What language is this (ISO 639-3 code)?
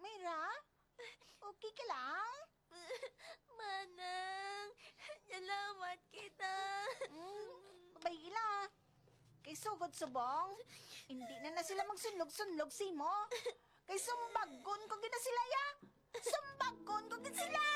hil